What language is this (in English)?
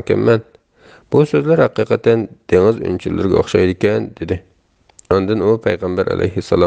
Uyghur